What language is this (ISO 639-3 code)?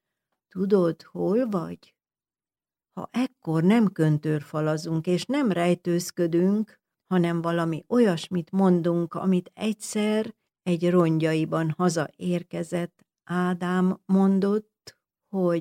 hun